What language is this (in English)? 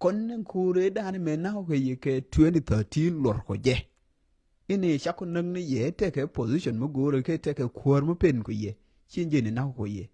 Nuer